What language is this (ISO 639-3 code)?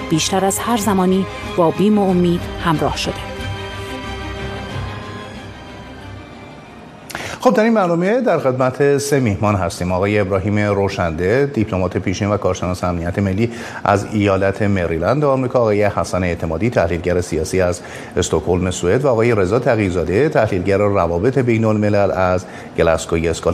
fas